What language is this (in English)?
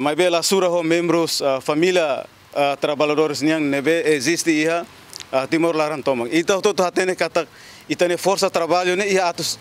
Tetum